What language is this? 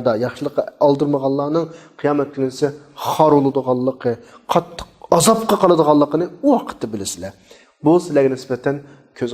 Uyghur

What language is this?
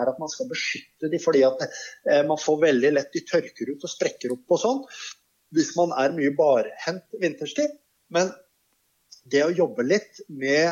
Norwegian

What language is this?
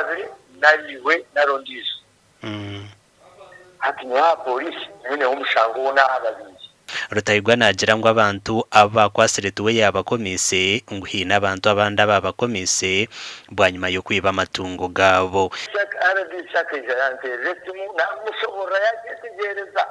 Nyankole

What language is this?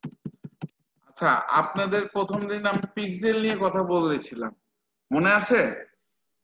Bangla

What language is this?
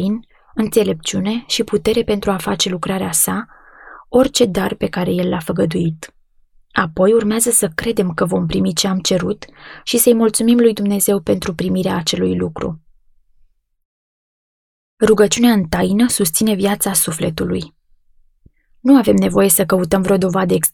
Romanian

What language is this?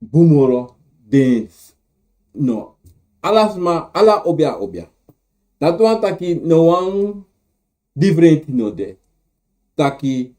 Sranan Tongo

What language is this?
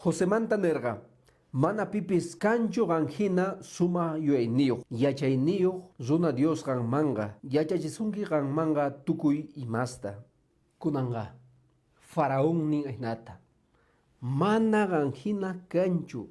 Quechua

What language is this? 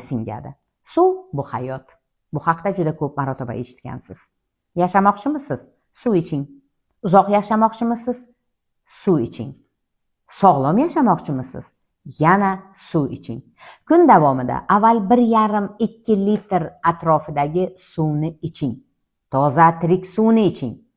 Uzbek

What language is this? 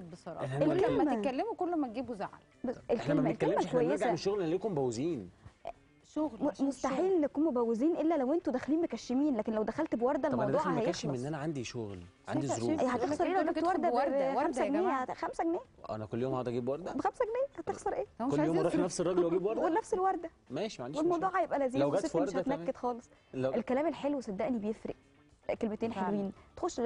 Egyptian Arabic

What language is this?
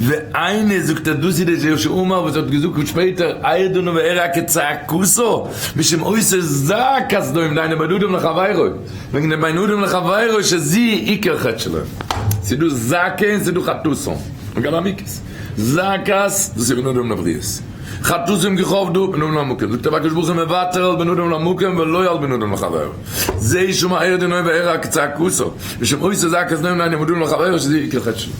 Yiddish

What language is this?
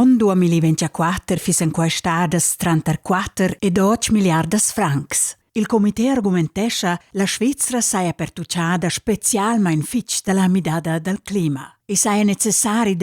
Romansh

